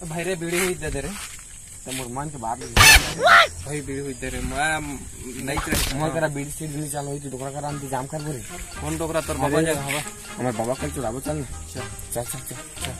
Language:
Chhattisgarhi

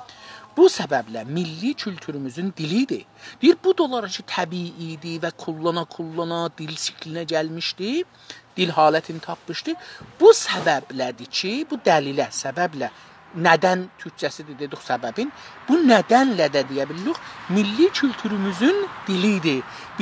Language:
South Azerbaijani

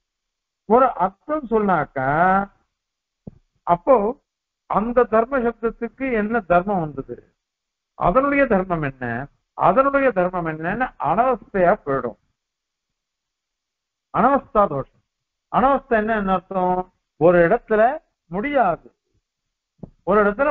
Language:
Tamil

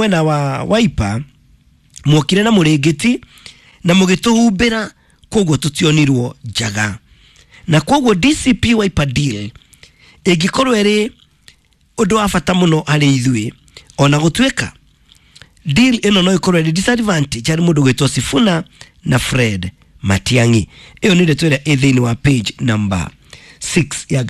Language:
Kikuyu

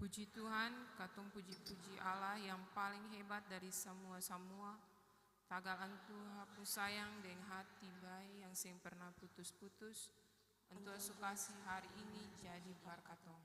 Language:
Ambonese Malay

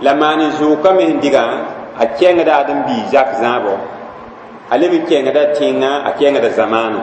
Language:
Mossi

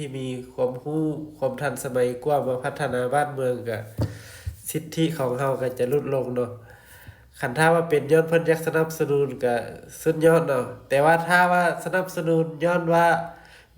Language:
Lao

